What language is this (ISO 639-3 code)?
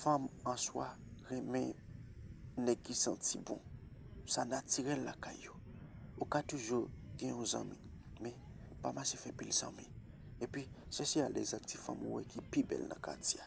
hat